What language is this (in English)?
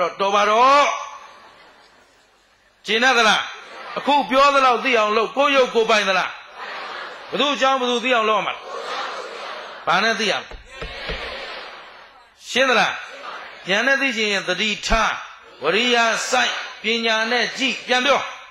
Burmese